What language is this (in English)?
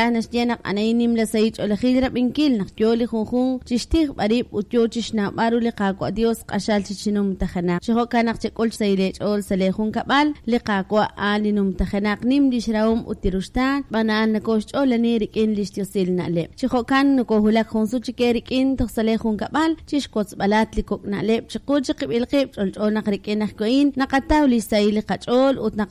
Kekchí